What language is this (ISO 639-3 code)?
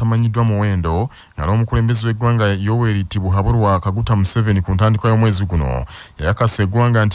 lug